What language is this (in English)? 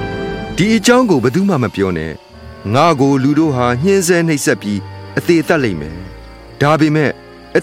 Burmese